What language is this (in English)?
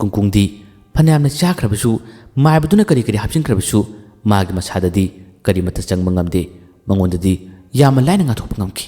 Manipuri